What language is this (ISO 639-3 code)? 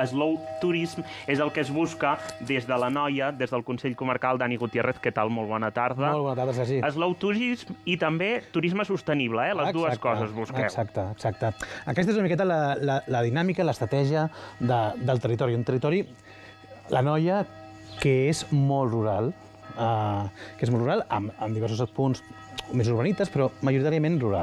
cat